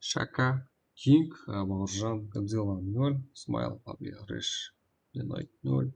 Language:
Kara-Kalpak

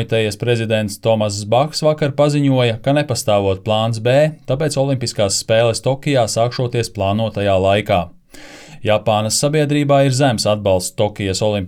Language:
Latvian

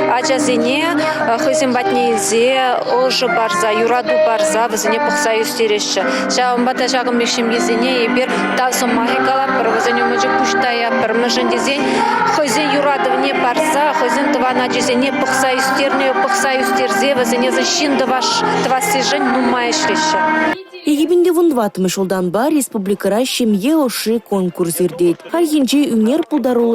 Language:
Chuvash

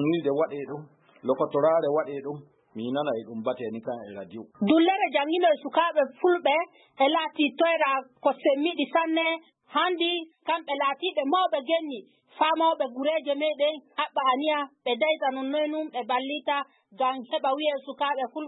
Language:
Fula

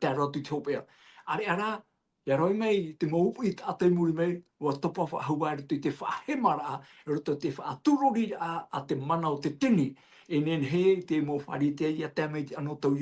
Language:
Tahitian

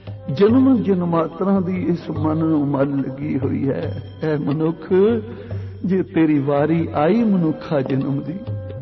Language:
Punjabi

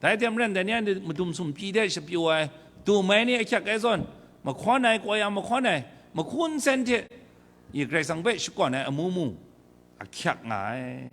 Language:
Kachin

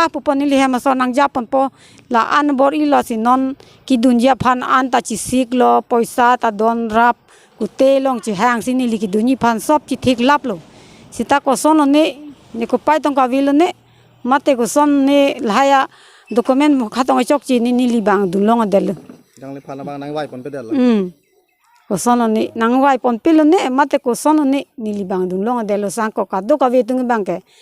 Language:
Karbi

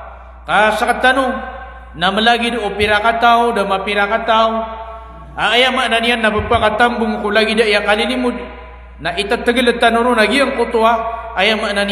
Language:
Maranao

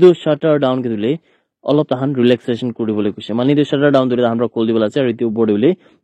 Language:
Naga Pidgin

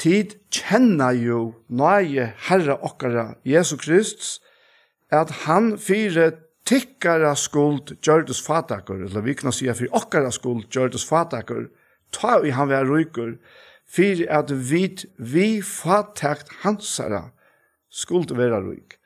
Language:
Faroese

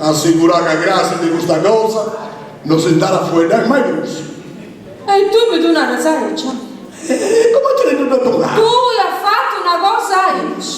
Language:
Sardinian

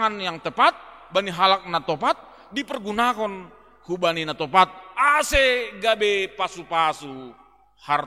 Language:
Batak Simalungun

